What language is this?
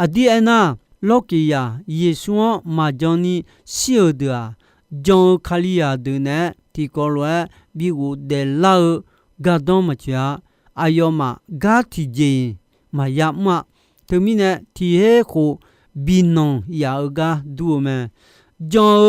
Akha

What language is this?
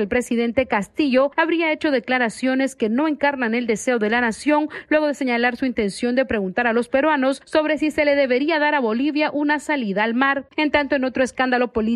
Spanish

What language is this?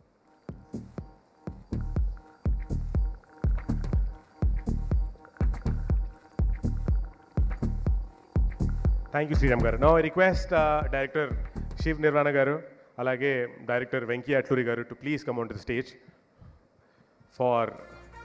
Telugu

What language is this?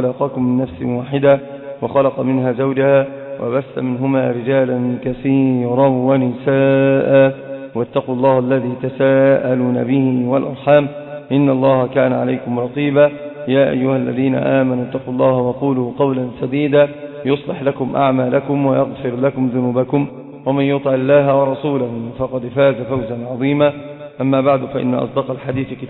Arabic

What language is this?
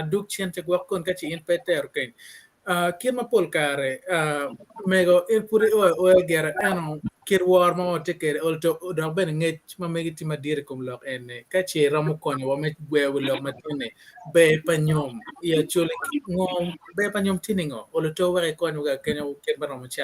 Acoli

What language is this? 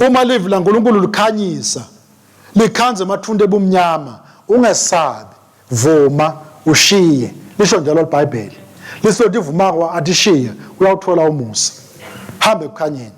Swati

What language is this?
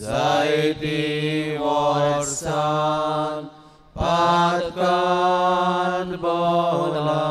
Konkani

